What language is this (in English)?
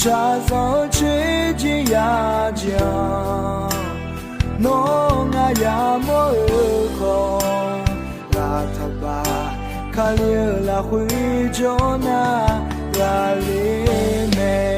Akha